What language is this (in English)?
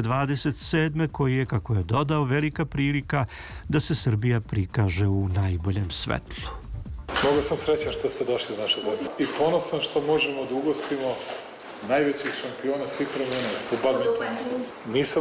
Serbian